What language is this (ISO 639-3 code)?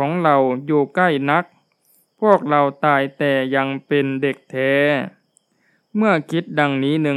tha